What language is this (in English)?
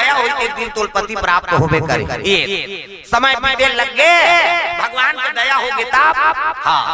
Chhattisgarhi